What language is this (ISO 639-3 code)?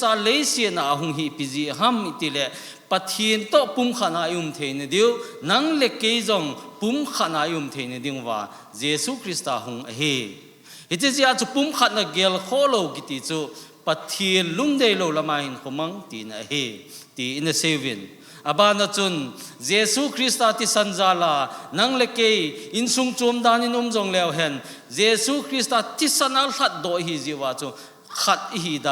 tcz